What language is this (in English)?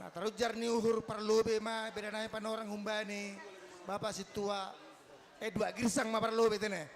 Batak Simalungun